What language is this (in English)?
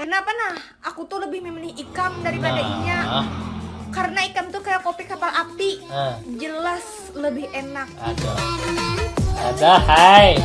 Banjar